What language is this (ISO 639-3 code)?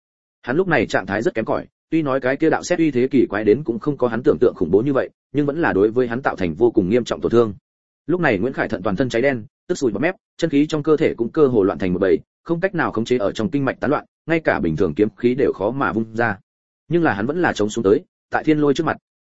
vie